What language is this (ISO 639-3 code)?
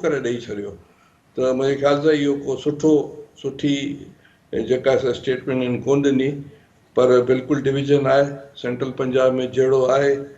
snd